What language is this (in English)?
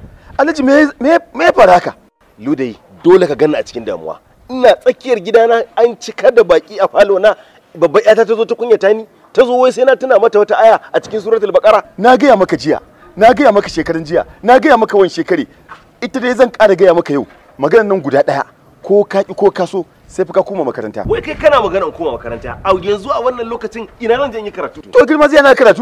Hausa